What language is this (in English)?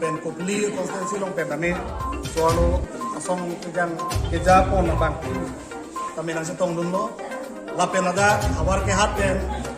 Karbi